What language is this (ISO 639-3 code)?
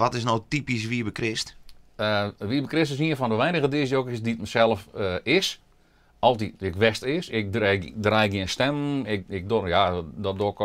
fry